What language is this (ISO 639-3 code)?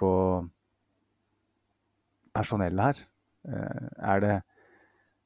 nor